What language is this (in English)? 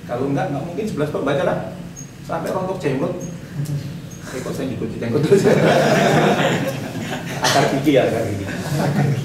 Indonesian